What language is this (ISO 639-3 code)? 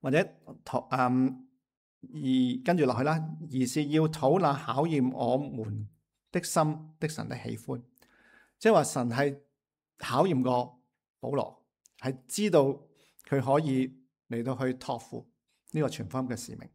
yue